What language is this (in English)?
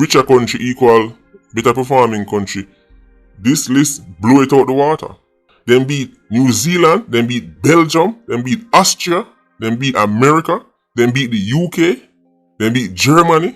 Jamaican Creole English